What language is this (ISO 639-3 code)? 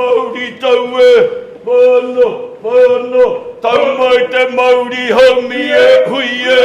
mri